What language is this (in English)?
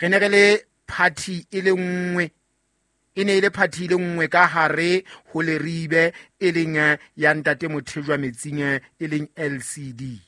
Southern Sotho